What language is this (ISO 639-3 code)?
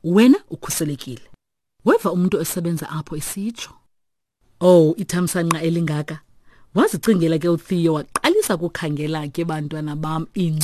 xho